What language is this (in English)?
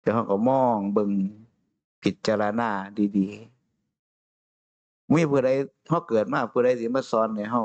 Northeastern Thai